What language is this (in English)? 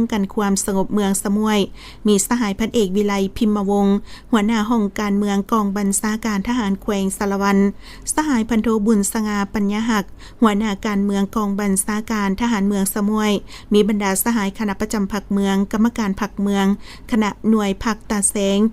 Lao